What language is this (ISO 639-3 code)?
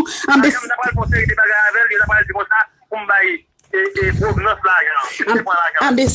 hat